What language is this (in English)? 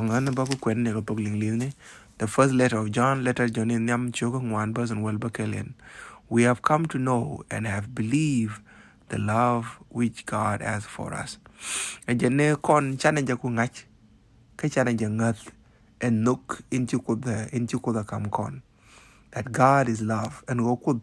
Nuer